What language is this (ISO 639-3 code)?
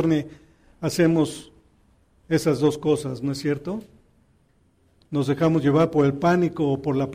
spa